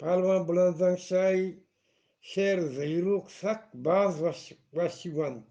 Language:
Eastern Balochi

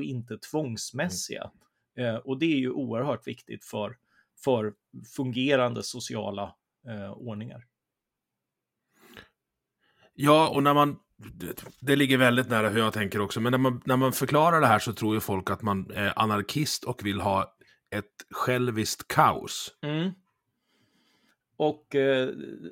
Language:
Swedish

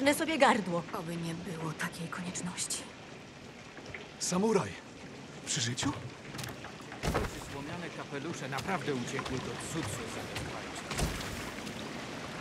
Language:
Polish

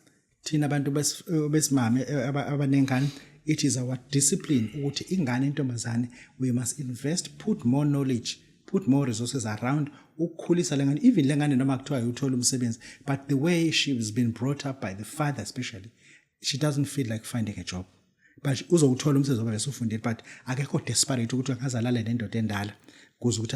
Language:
Zulu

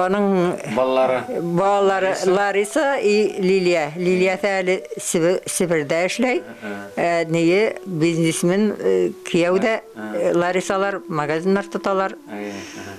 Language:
Bashkir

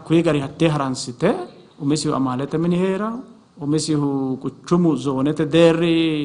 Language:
Sidamo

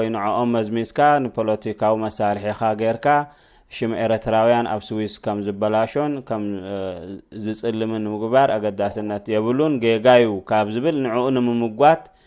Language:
Tigrinya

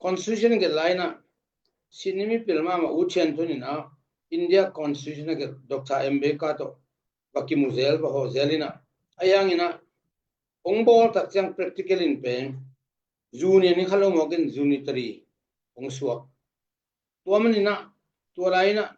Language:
Tedim Chin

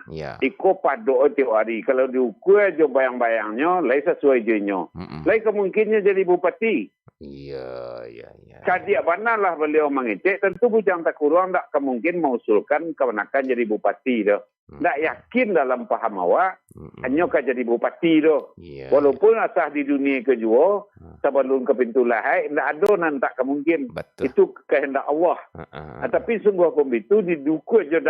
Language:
Minangkabau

